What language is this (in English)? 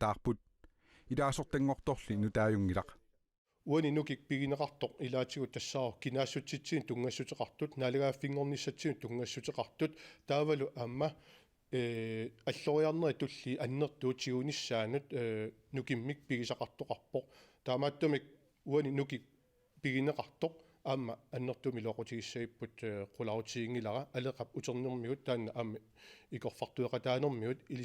Kalaallisut